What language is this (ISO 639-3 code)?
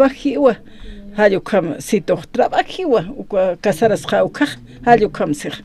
aym